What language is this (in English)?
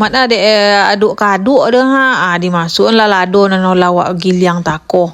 Minangkabau